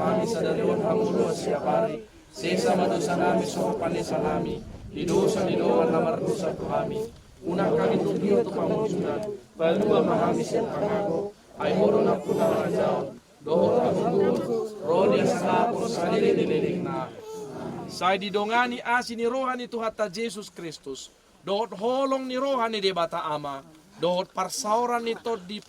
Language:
Batak Toba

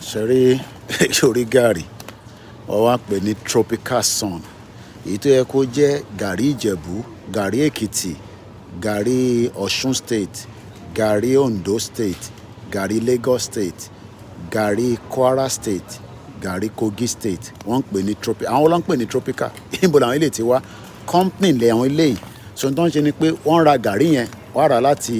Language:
Yoruba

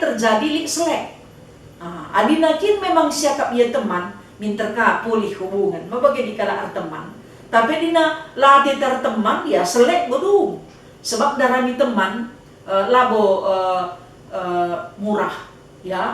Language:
Batak Karo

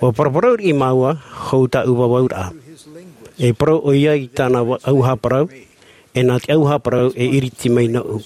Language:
Tahitian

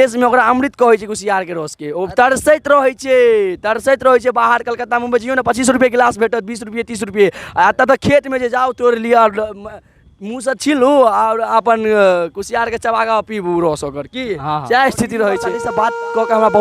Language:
Maithili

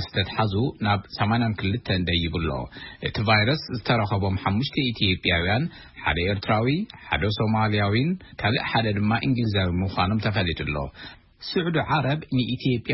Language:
Tigrinya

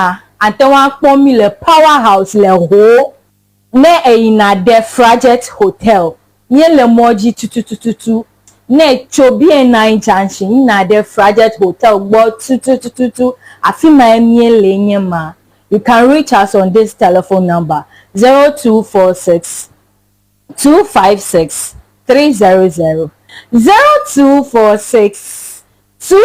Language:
Ewe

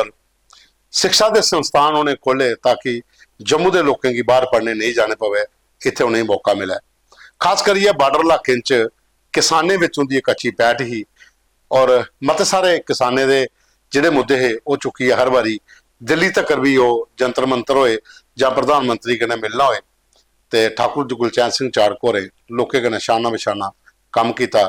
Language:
Dogri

